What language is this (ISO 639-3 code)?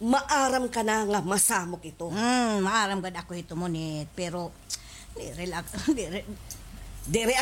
war